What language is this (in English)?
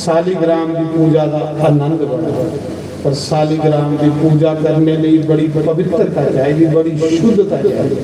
Dogri